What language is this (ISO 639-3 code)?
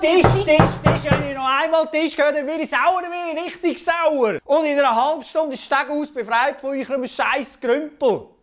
gsw